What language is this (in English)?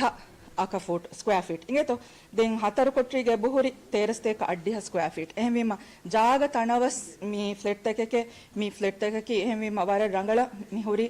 Divehi